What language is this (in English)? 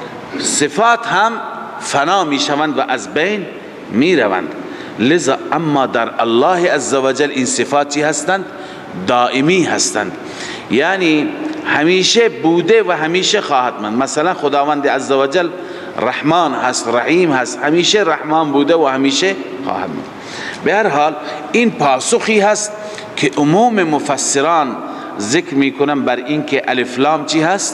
Persian